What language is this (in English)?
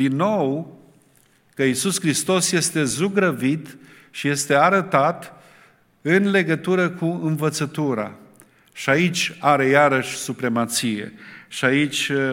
Romanian